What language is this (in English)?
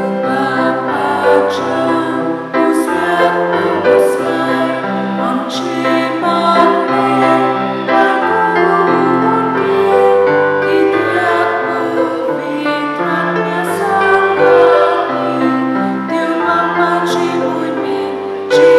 Konkani